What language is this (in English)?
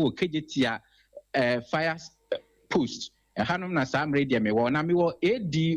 Akan